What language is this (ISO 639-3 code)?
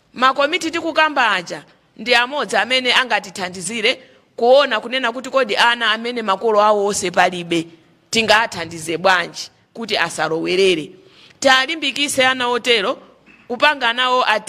nya